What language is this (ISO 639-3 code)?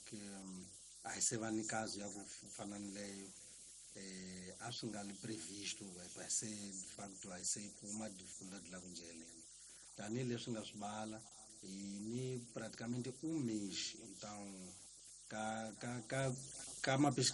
tso